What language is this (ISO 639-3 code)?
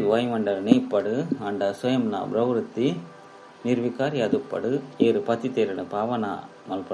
tcy